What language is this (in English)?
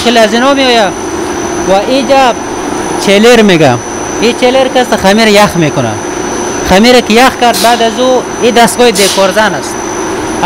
Persian